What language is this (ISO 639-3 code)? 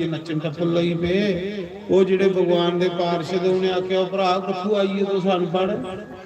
doi